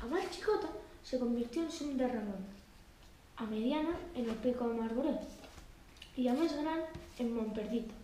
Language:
Aragonese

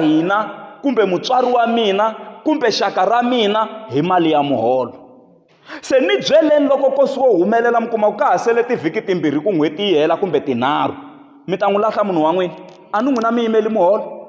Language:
Tsonga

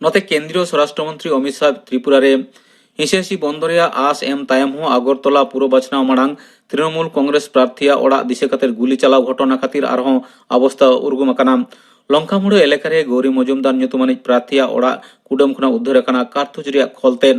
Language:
Santali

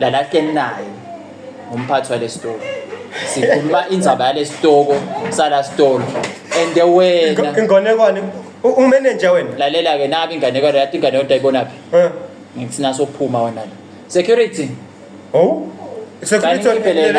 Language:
Zulu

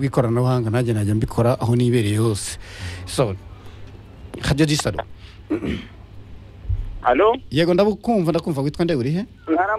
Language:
Kinyarwanda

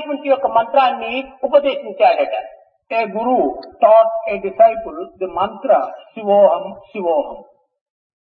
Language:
Telugu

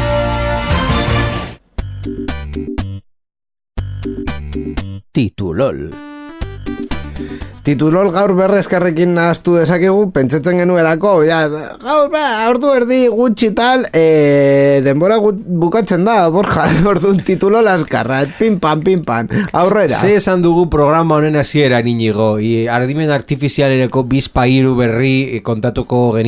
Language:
Basque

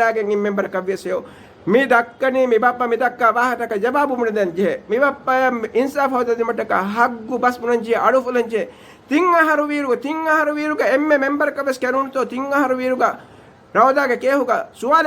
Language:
Divehi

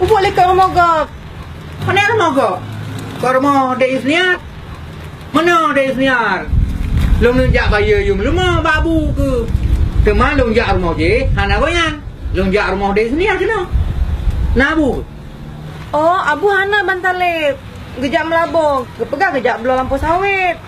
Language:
Achinese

